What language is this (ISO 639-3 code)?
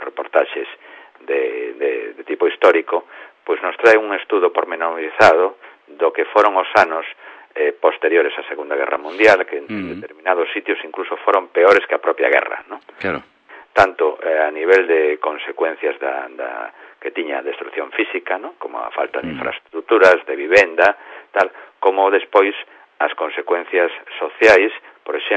glg